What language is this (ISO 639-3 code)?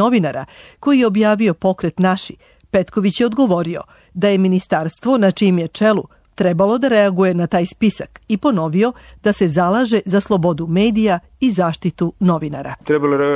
srp